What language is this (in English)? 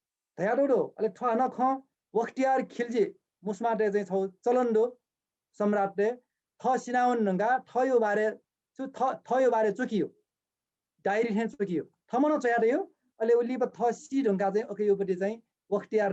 Newari